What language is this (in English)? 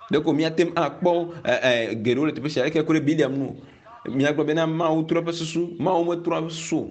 Ewe